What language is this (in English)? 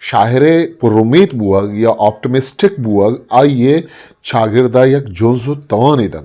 Eastern Balochi